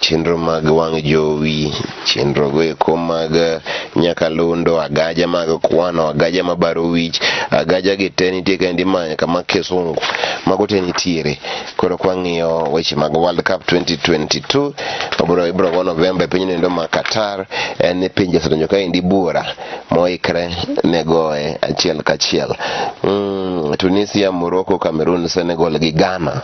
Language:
Luo (Kenya and Tanzania)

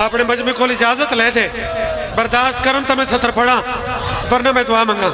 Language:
Pahari-Potwari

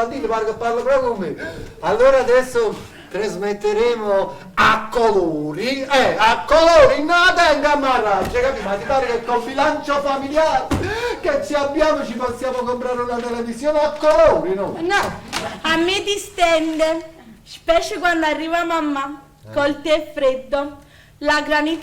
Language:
Neapolitan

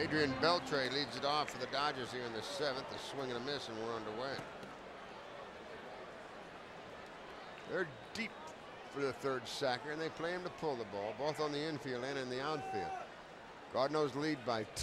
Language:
English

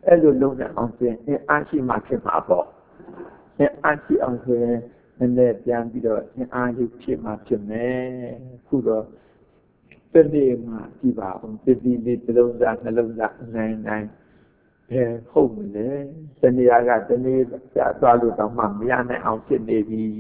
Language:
Burmese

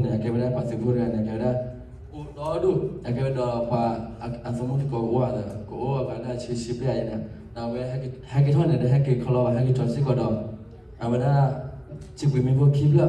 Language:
S'gaw Karen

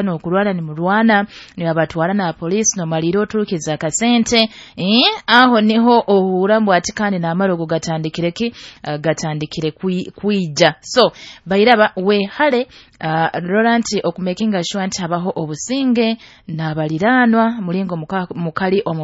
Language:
Nyoro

